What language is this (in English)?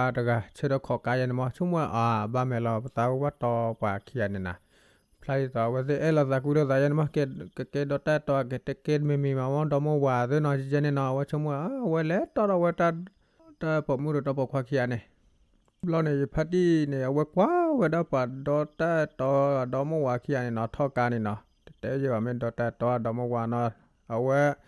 S'gaw Karen